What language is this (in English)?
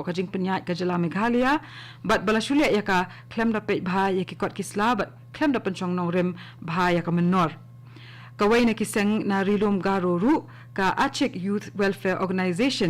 Khasi